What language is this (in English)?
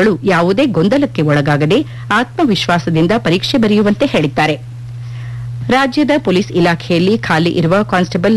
Kannada